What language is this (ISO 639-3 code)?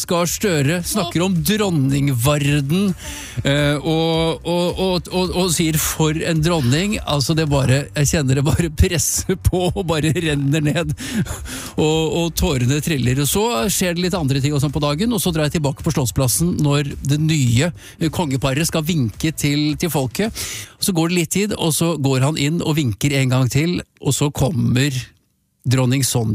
nor